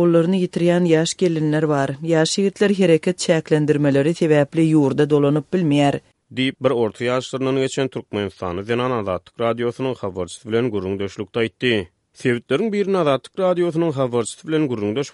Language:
Turkmen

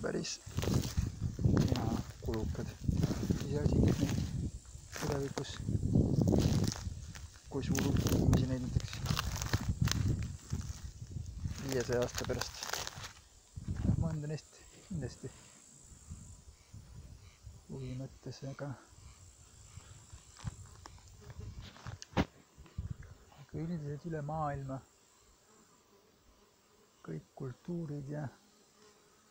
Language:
Estonian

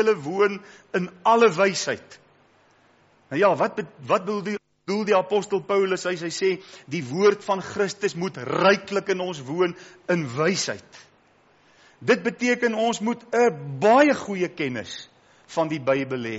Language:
Afrikaans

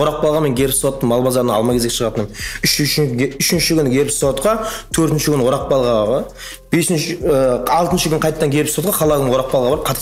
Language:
Kara-Kalpak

